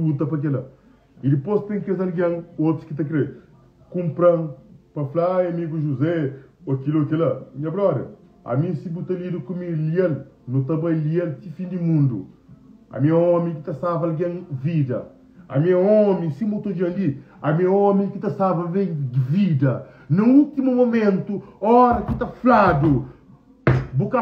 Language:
Kabuverdianu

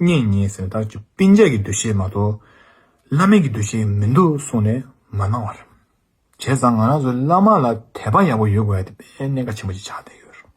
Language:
Tibetan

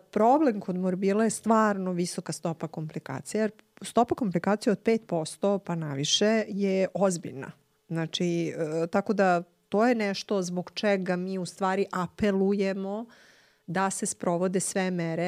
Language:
Serbian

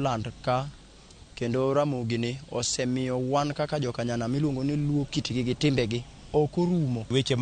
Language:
Luo (Kenya and Tanzania)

